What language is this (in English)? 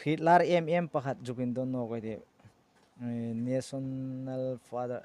Hmar